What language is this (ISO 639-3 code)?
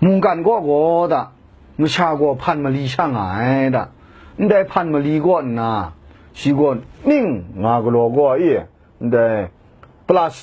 kac